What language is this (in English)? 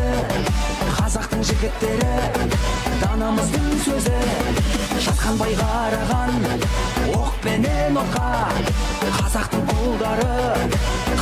Kazakh